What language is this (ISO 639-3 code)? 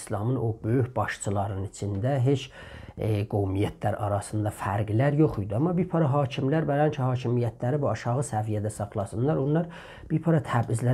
azb